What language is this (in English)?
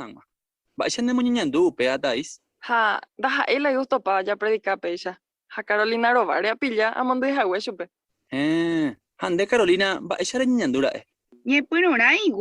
Guarani